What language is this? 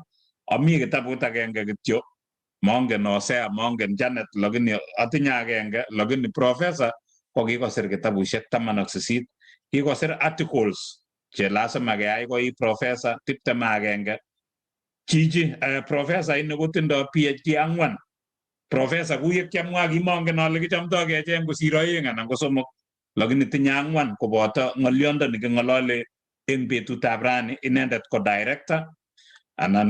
Kalenjin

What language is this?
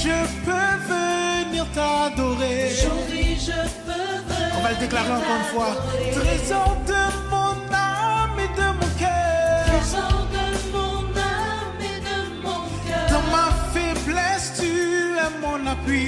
French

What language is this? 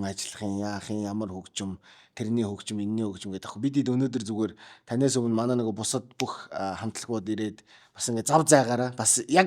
Mongolian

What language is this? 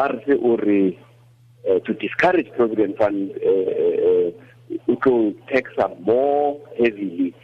Tswana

